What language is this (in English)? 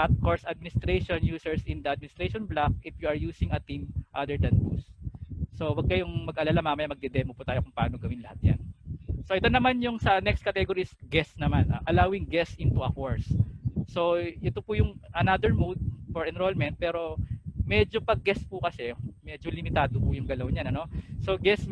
Filipino